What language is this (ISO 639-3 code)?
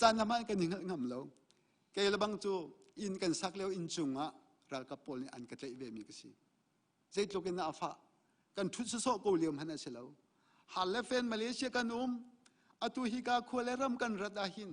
cnh